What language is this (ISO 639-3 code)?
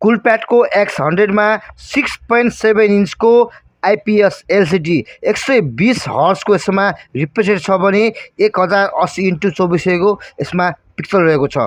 nep